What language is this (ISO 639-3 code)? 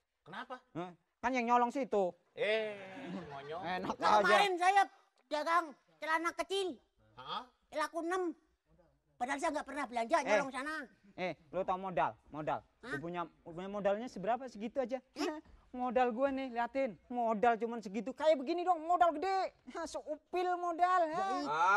bew